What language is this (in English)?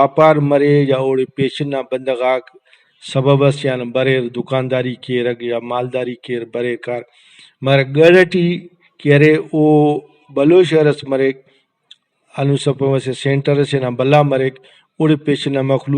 Brahui